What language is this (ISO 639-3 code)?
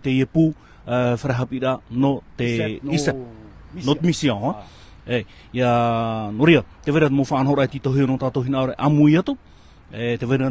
tah